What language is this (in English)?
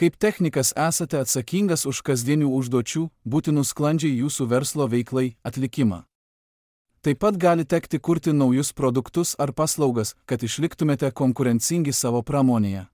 Lithuanian